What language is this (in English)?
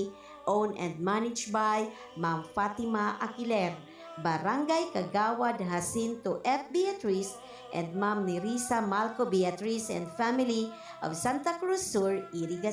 Bikol